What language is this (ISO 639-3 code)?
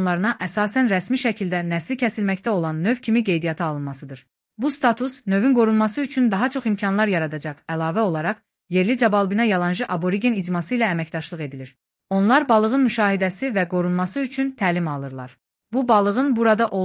aze